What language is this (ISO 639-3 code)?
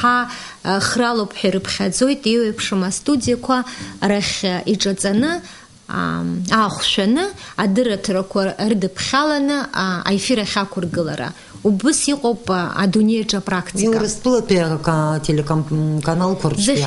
abk